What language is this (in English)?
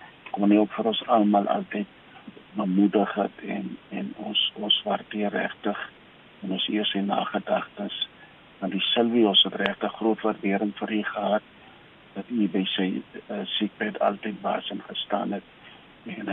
Afrikaans